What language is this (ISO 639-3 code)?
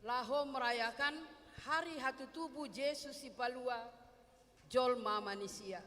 bbc